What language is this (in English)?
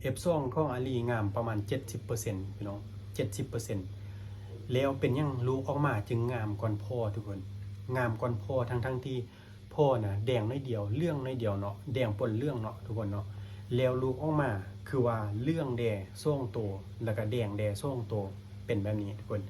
Lao